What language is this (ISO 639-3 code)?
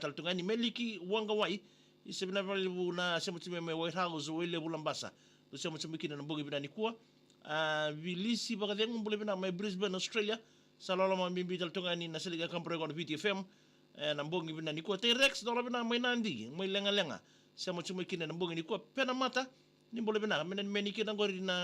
fij